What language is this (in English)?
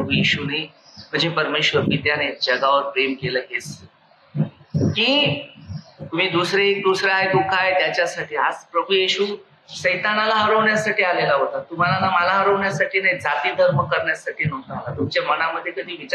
Marathi